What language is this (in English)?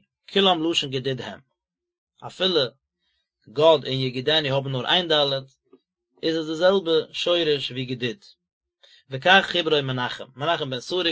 Yiddish